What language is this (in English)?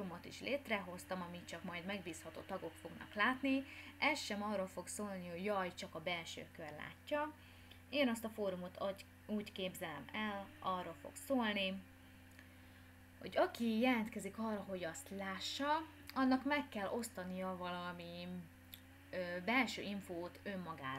Hungarian